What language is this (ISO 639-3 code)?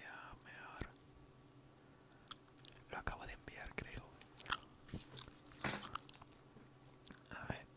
spa